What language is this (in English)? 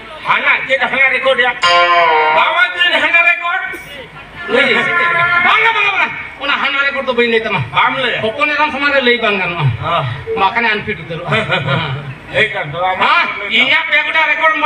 Santali